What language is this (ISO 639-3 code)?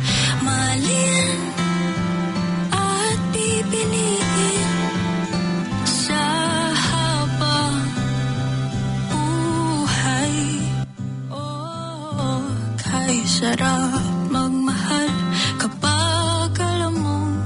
fil